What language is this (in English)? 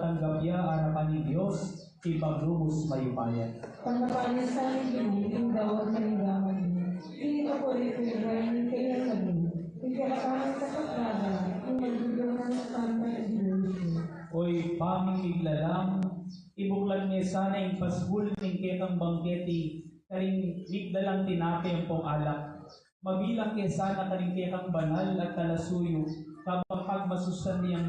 Pampanga